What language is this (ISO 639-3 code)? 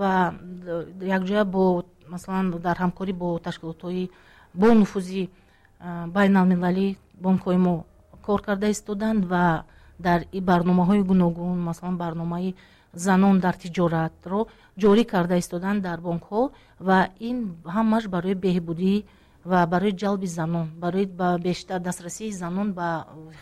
tgk